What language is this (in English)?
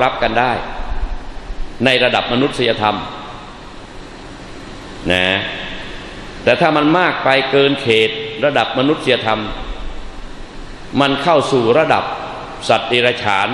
Thai